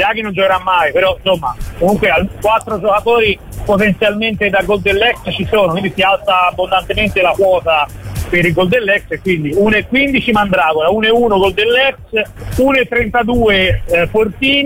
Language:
Italian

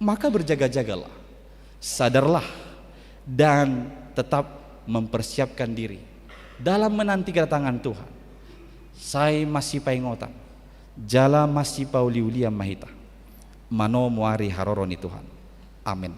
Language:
Batak Toba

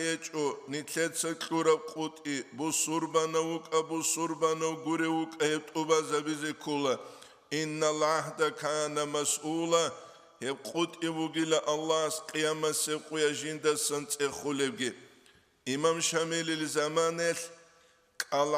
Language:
Avaric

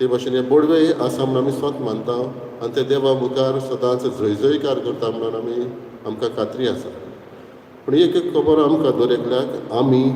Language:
Konkani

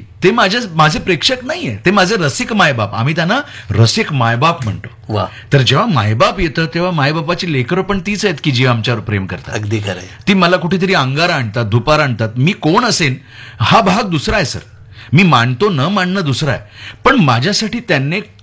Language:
Marathi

